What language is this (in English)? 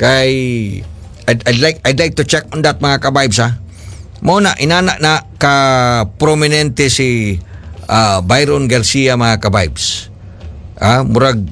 Cebuano